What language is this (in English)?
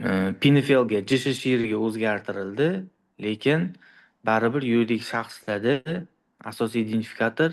Uzbek